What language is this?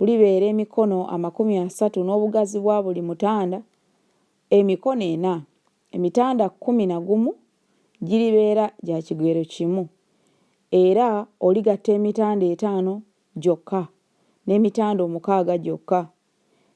Ganda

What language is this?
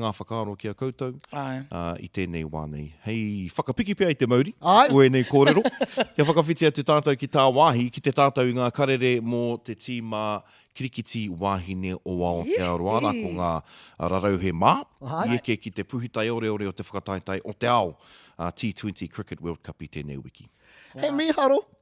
Māori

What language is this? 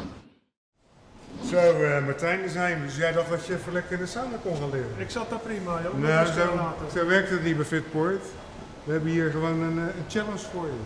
Dutch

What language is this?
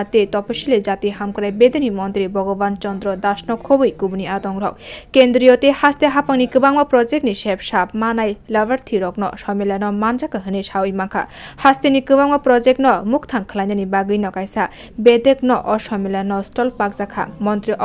Kok Borok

